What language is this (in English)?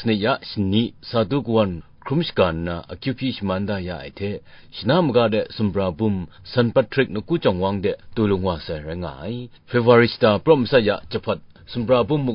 Kachin